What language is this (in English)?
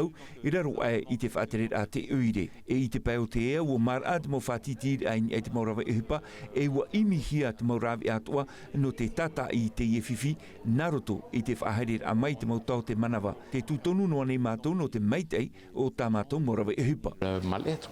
Tahitian